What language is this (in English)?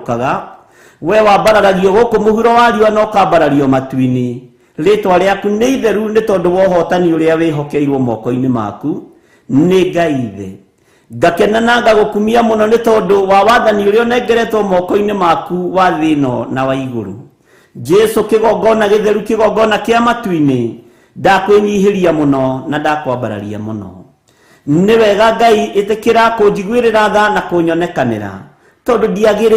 Kikuyu